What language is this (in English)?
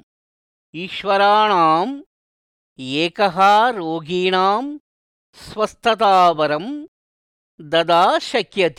Sanskrit